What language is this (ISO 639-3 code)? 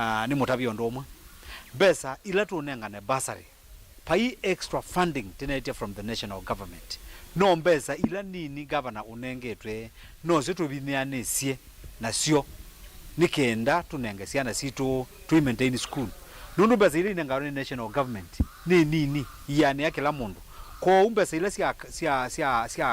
kam